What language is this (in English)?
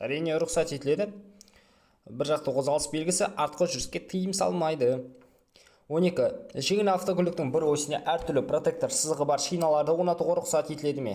Kazakh